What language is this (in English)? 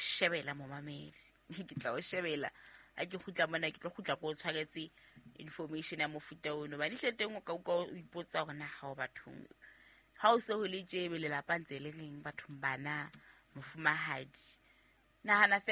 Southern Sotho